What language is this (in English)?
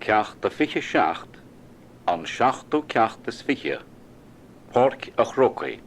Irish